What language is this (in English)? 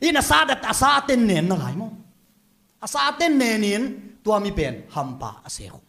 Tedim Chin